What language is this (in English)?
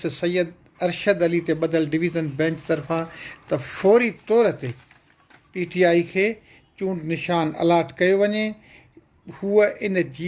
Sindhi